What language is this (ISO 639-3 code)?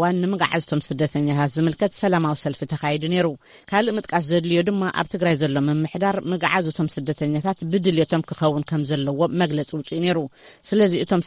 tir